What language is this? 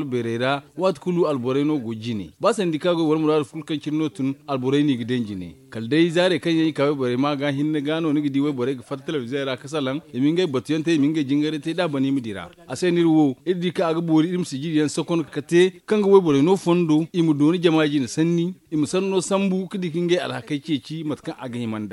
Zarma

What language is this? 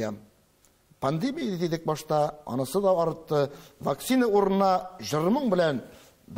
Tatar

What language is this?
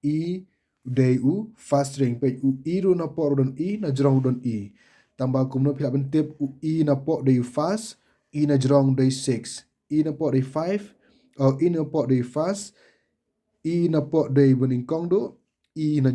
Khasi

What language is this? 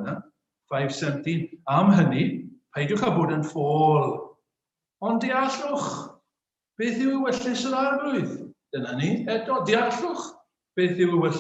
Welsh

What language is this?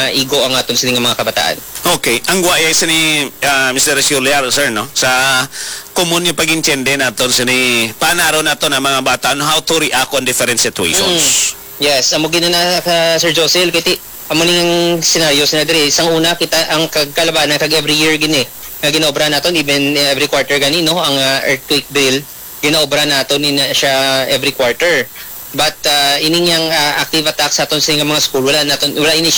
Hiligaynon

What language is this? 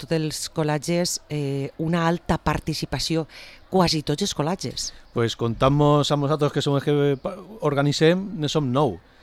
Catalan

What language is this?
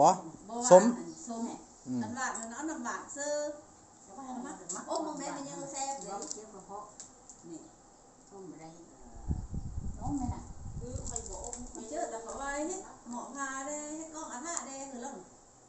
Northeastern Thai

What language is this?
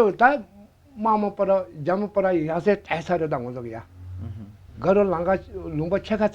Tibetan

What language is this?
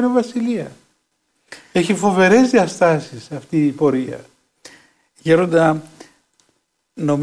Greek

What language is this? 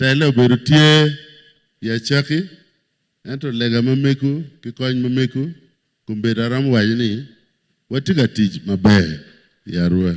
Acoli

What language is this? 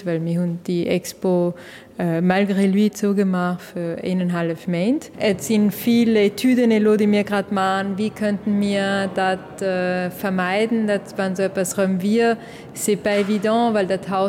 Luxembourgish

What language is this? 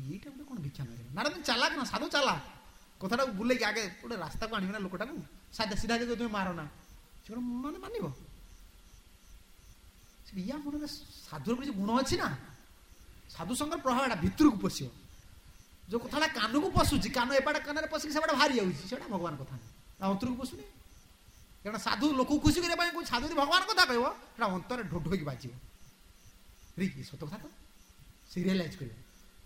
Odia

